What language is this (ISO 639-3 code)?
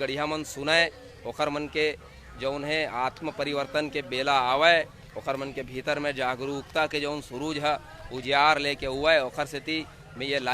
hne